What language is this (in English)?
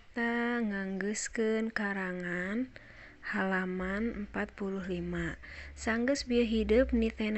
Sundanese